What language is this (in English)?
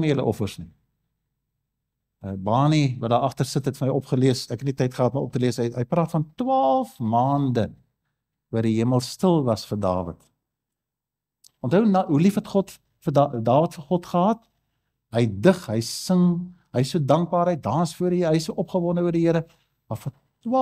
Afrikaans